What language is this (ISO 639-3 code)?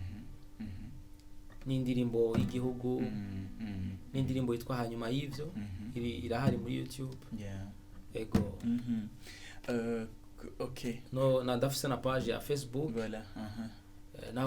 run